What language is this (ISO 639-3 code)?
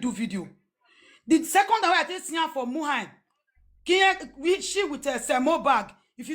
pcm